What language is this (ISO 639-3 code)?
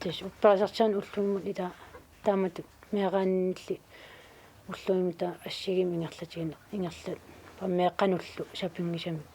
kal